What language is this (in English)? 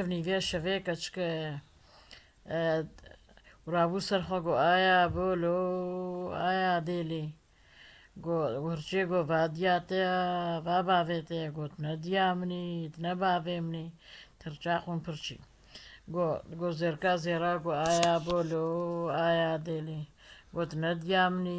Kurdish